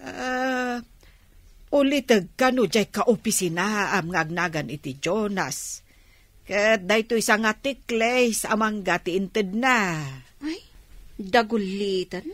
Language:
Iloko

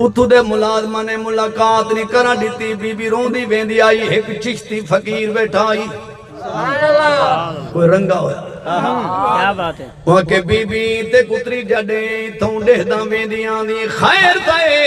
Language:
Saraiki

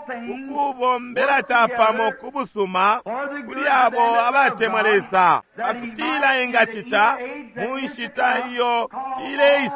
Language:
Bemba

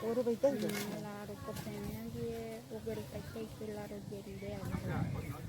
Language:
Guarani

